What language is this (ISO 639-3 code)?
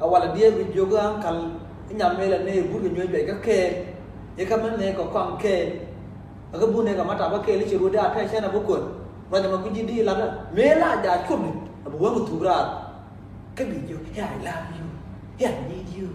nus